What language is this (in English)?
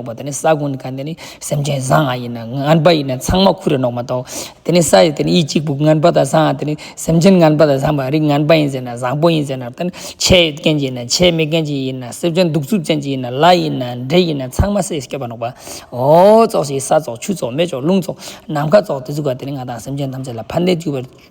Ladakhi